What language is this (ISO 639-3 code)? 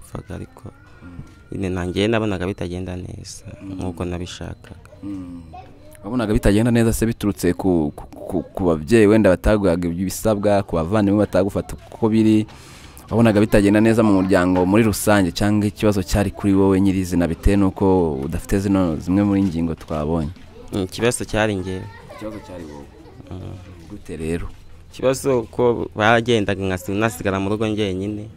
kin